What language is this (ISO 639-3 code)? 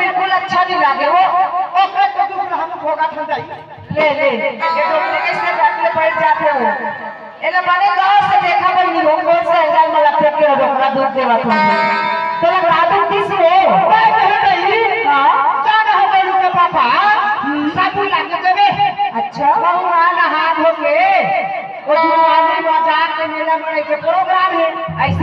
hne